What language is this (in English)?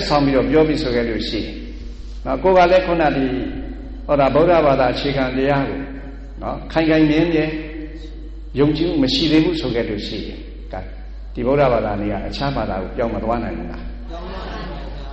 Burmese